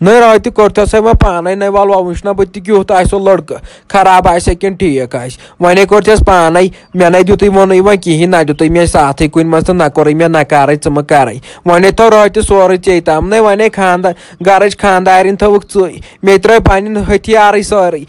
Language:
Kashmiri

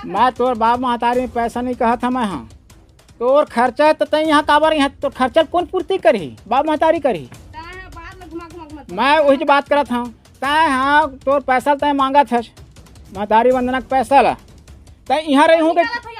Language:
Chhattisgarhi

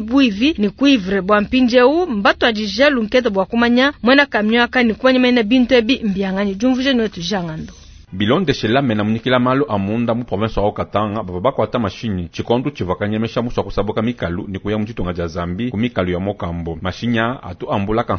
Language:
Luba-Lulua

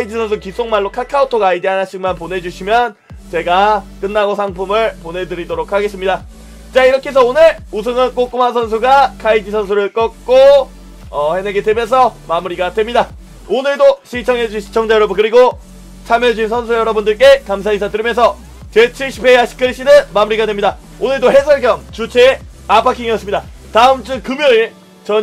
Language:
Korean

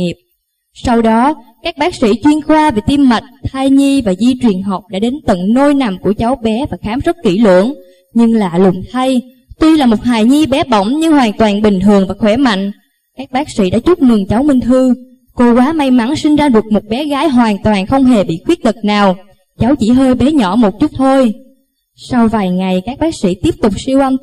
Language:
Vietnamese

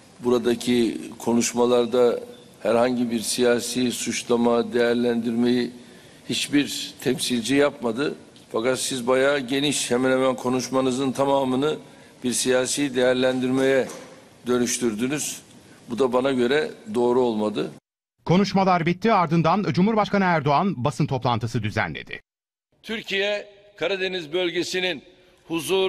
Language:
Turkish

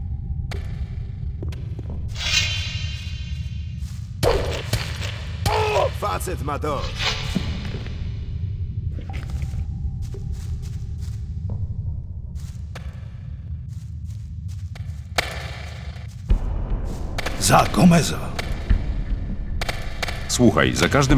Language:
Polish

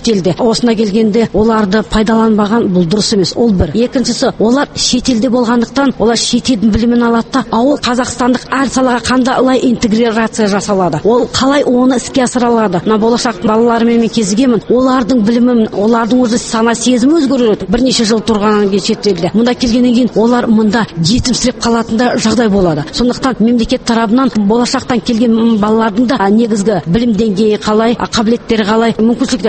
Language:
Kazakh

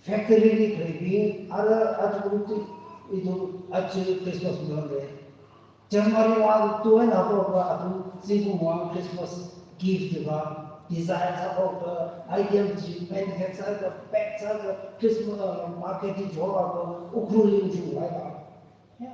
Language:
Tangkhul Naga (India)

